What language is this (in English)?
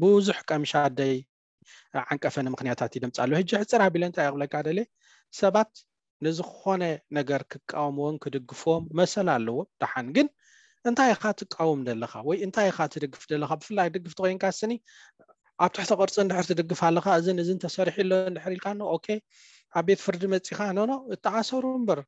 Tigrinya